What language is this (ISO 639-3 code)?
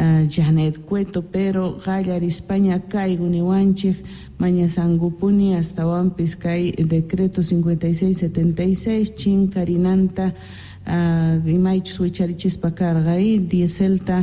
que